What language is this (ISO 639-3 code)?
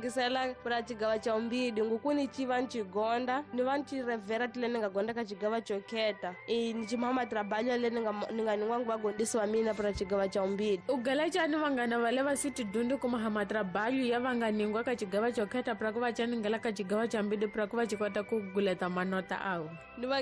tso